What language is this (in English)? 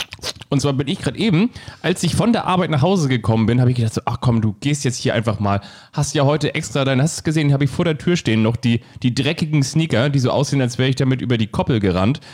German